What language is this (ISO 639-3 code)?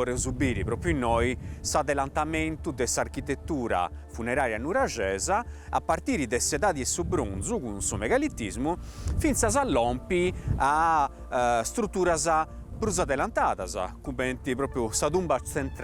srd